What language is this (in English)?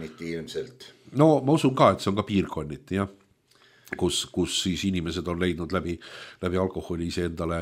Estonian